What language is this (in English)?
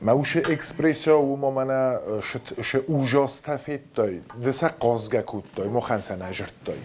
Ossetic